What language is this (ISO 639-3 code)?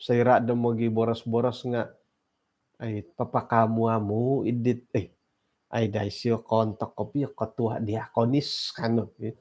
dtp